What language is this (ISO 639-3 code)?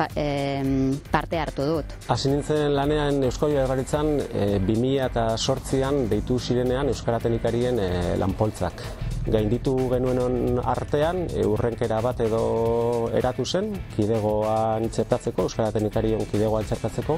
eus